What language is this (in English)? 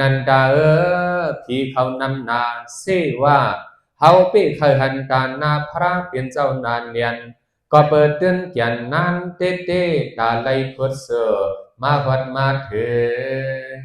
Shan